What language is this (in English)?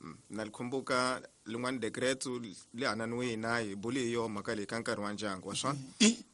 Tsonga